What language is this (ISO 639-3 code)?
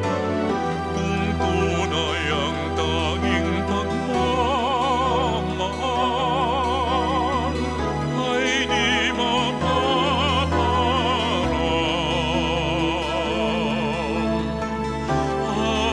fil